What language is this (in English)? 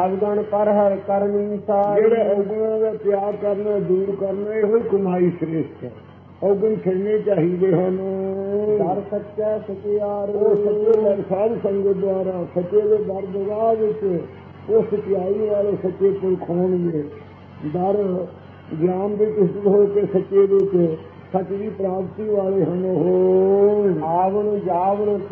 Punjabi